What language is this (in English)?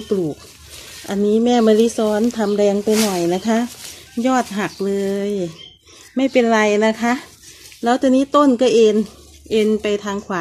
Thai